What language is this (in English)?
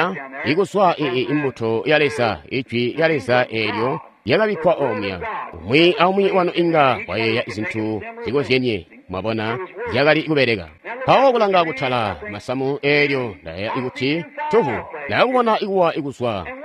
Tonga (Zambia)